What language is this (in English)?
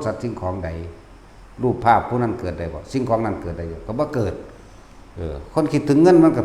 Northeastern Thai